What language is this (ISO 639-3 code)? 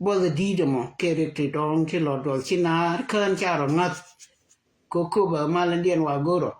nus